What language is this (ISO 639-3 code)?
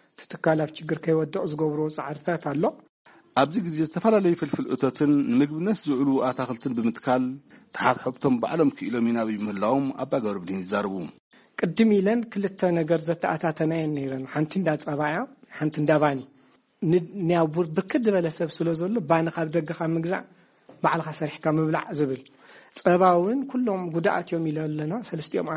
tir